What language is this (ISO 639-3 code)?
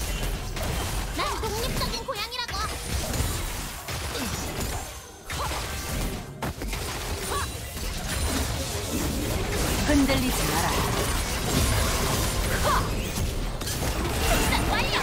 kor